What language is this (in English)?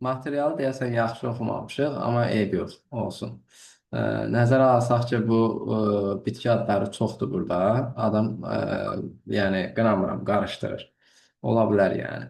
Azerbaijani